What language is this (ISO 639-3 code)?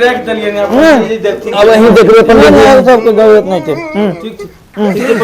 mai